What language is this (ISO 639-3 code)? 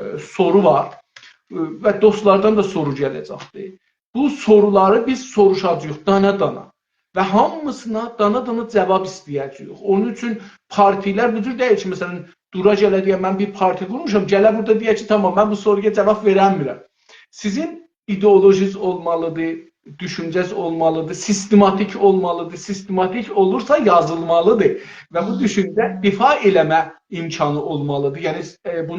azb